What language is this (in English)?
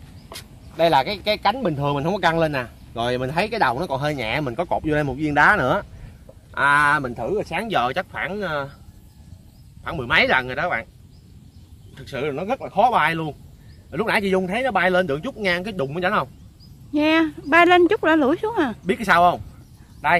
Vietnamese